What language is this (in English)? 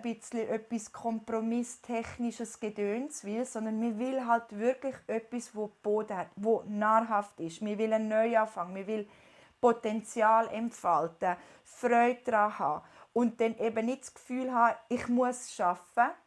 Swiss German